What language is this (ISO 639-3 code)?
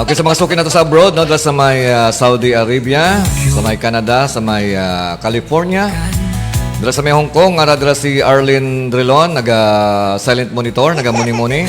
hil